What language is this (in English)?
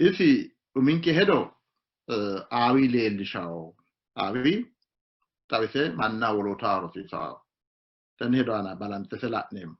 Sidamo